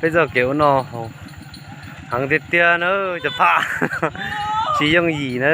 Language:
Hmong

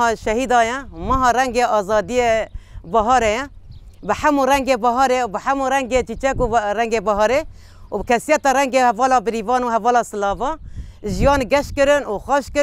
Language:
Kurdish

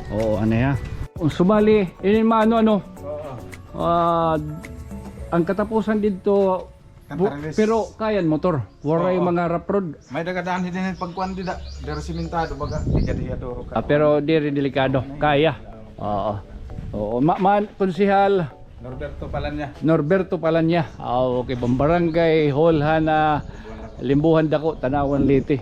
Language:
Waray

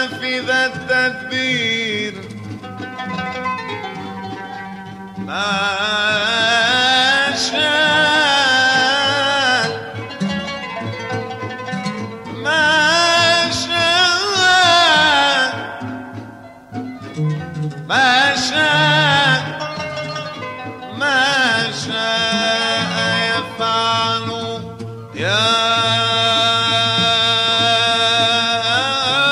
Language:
Arabic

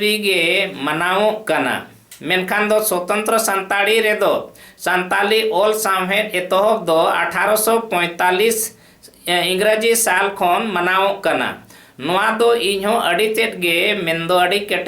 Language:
Santali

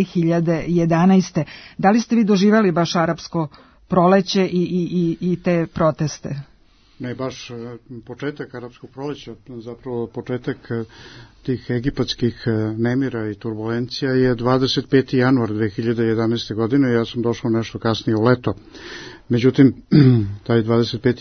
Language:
Serbian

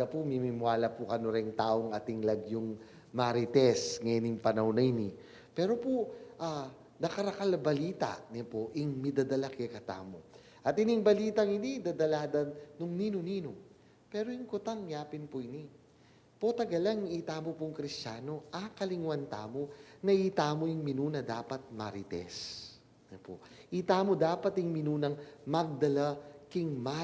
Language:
Pampanga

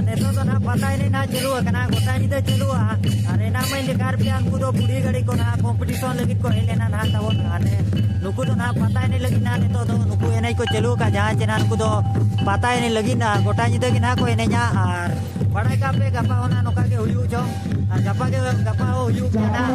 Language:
Santali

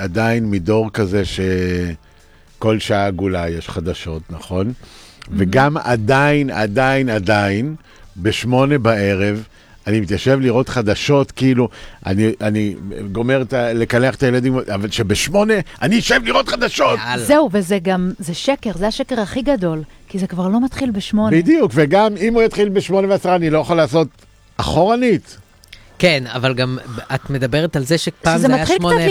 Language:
Hebrew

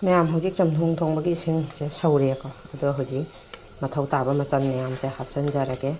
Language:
Manipuri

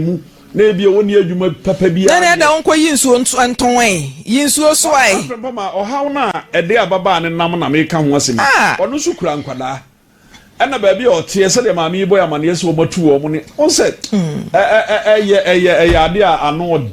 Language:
Akan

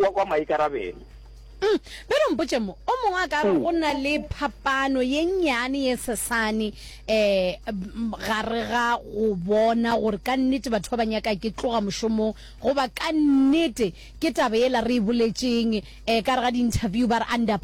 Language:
Northern Sotho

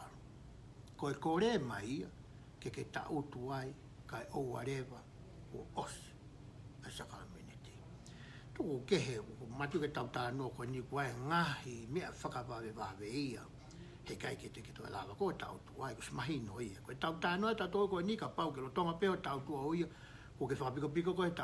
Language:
Tongan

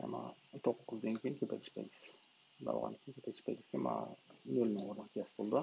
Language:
Uyghur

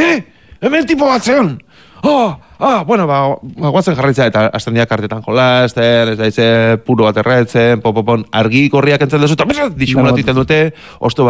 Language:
Basque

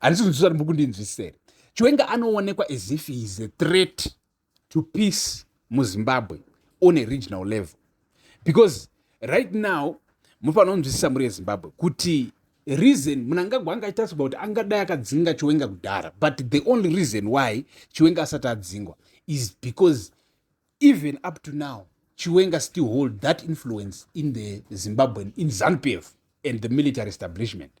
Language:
Shona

